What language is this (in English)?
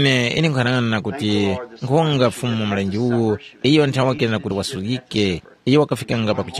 Tumbuka